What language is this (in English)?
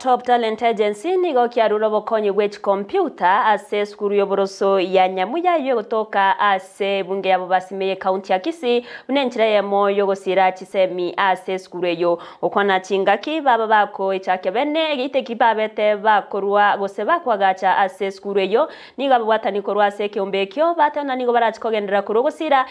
Gusii